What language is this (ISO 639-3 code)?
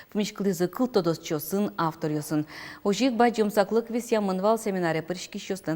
udm